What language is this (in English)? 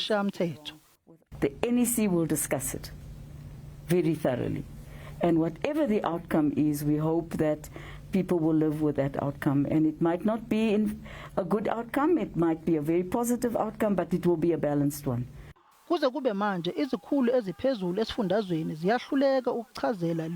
Zulu